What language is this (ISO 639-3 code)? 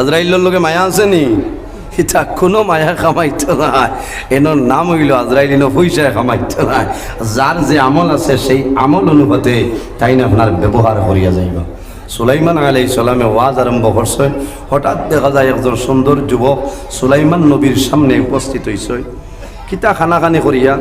syl